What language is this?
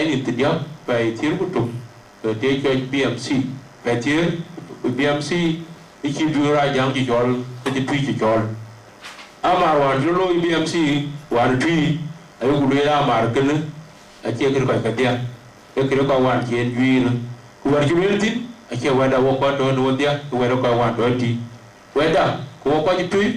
Dinka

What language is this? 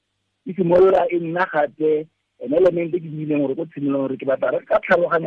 Tswana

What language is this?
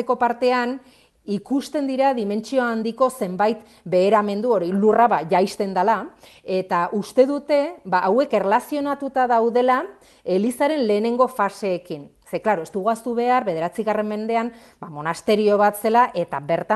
Basque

